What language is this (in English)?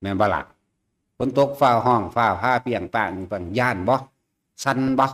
Northeastern Thai